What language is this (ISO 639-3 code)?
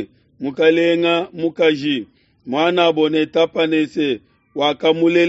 lua